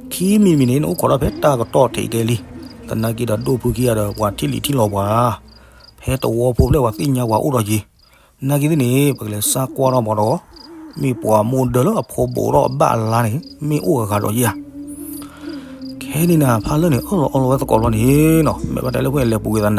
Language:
S'gaw Karen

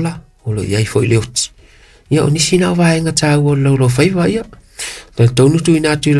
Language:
Samoan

